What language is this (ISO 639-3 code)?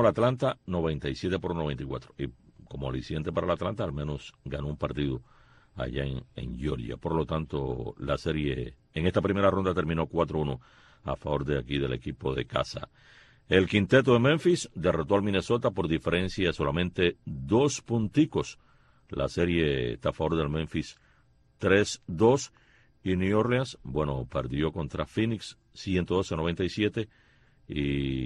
spa